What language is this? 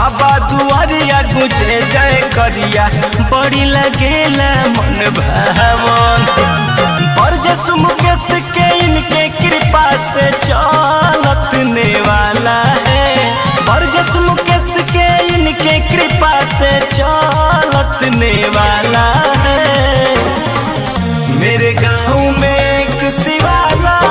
Bhojpuri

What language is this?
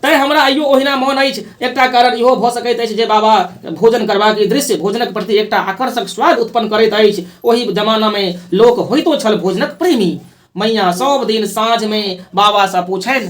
Maithili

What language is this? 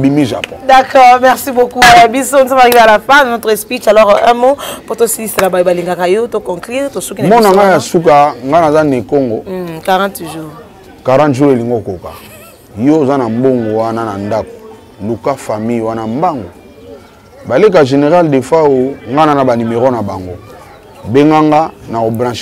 Lingala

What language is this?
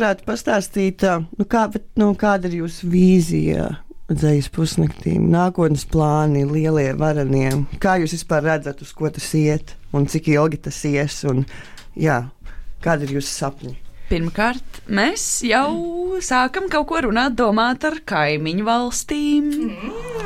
Latvian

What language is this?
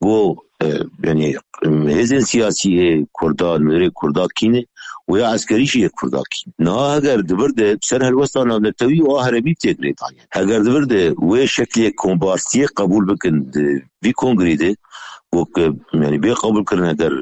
Kurdish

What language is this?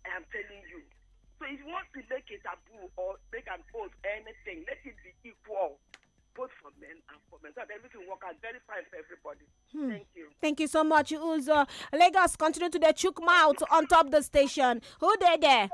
Nigerian Pidgin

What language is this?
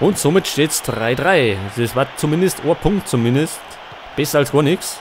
Bavarian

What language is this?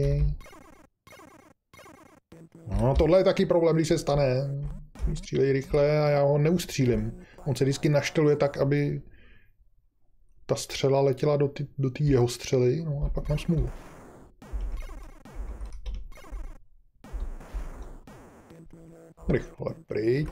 Czech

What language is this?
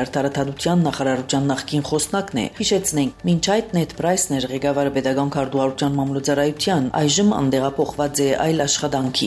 Armenian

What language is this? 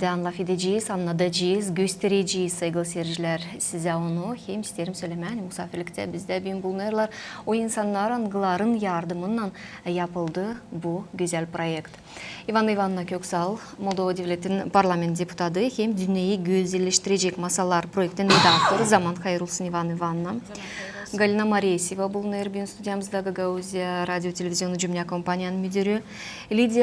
Gagauz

